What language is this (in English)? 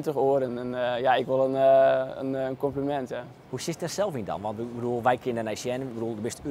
Western Frisian